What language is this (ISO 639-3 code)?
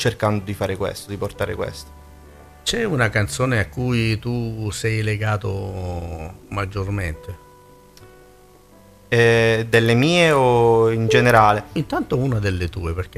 ita